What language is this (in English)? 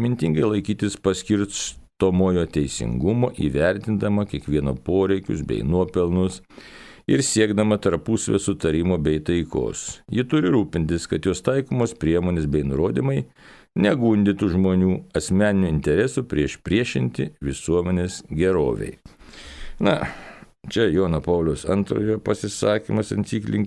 Lithuanian